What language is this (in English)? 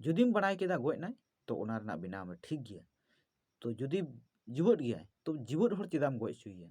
Santali